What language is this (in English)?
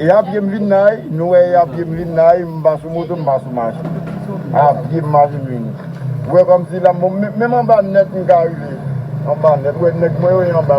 Haitian Creole